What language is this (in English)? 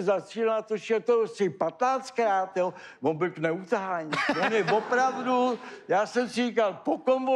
Czech